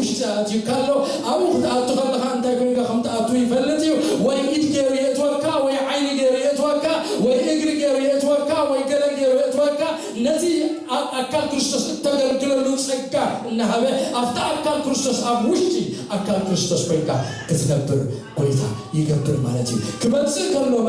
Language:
Tigrinya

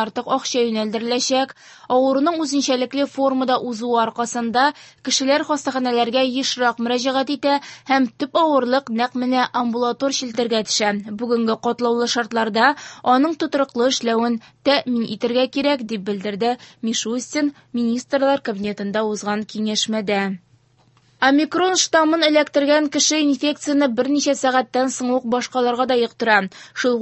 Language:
Tatar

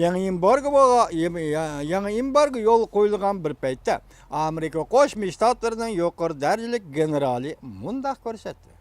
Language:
Uyghur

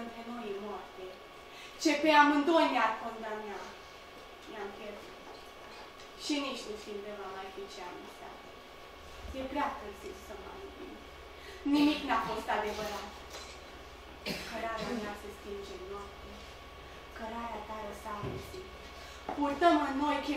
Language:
Romanian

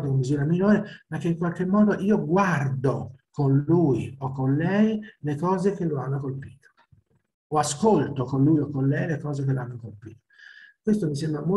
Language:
Italian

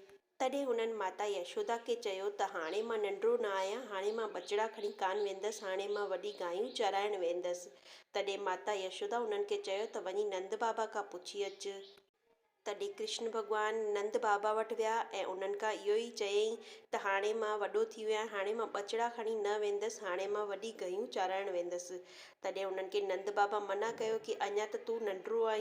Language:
Sindhi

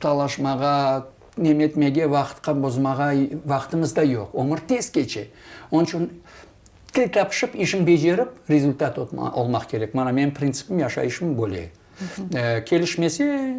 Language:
Crimean Tatar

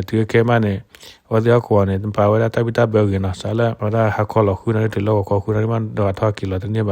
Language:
S'gaw Karen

